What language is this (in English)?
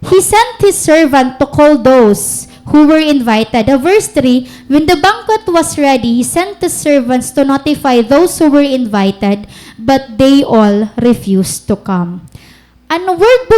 Waray